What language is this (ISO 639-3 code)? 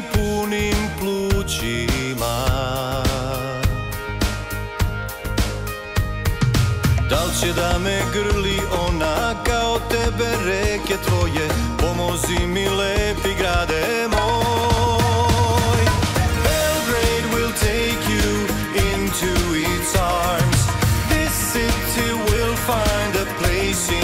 srp